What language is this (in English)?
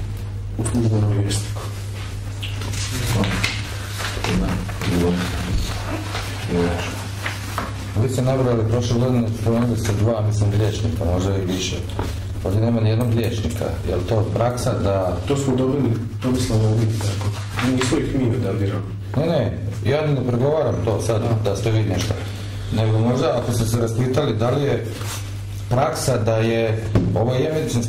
Croatian